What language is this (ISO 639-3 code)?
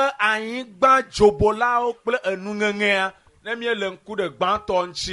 ewe